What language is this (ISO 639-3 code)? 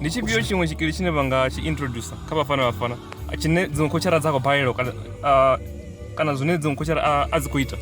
ven